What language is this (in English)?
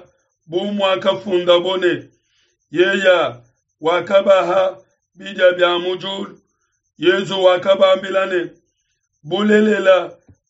Luba-Lulua